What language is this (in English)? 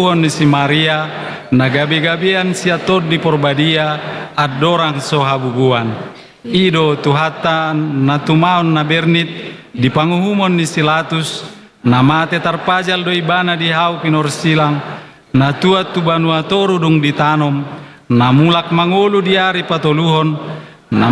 Batak Toba